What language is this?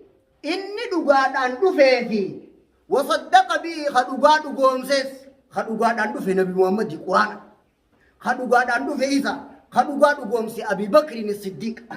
Oromo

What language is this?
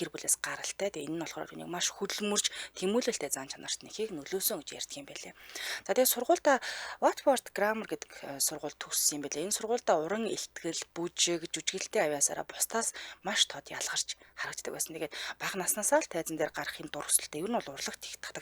Mongolian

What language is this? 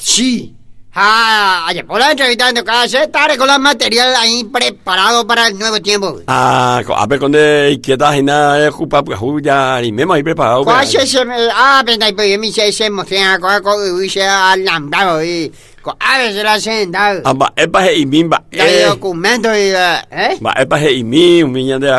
Guarani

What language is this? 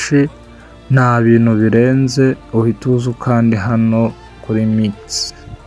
Kinyarwanda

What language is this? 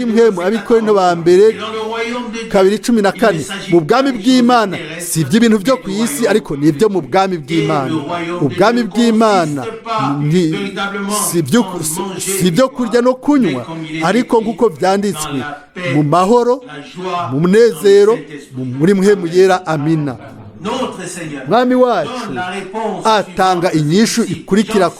Rundi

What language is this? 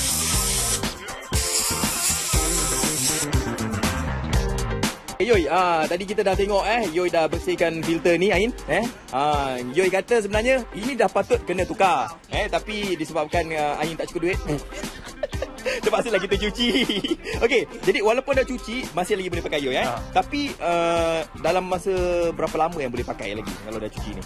Malay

